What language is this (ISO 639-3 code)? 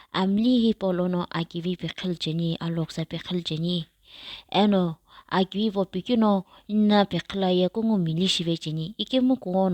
nsm